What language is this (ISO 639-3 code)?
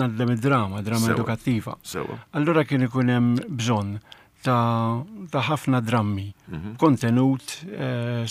mlt